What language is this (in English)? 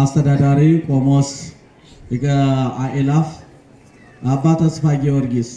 Amharic